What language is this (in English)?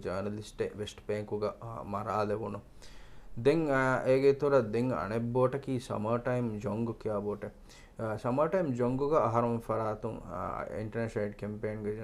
Divehi